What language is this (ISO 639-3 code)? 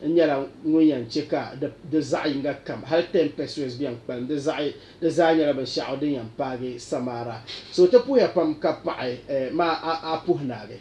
dag